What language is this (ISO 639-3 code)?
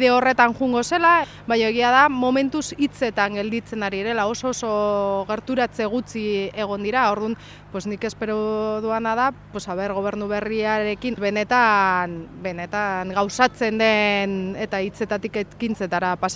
eus